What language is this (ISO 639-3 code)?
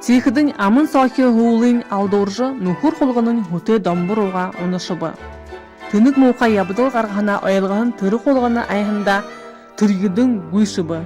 bua